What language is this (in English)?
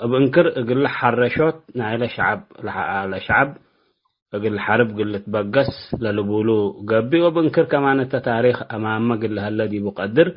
Tigre